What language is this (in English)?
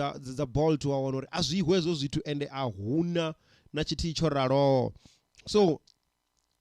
Venda